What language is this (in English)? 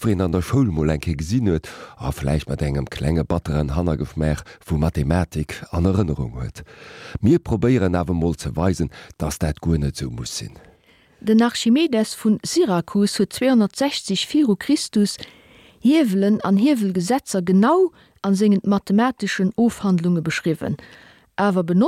Luxembourgish